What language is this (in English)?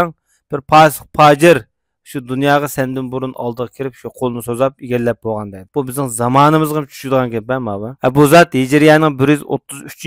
Uyghur